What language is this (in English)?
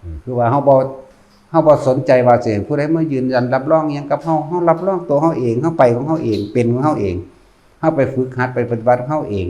Northeastern Thai